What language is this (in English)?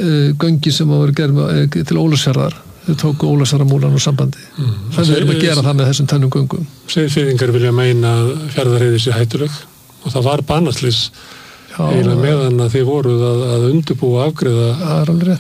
Icelandic